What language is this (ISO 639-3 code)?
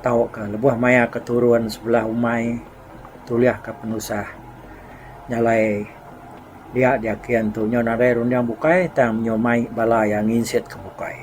iba